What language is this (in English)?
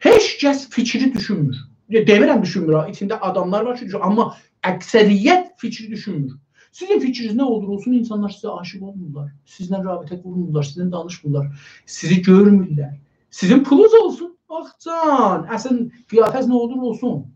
South Azerbaijani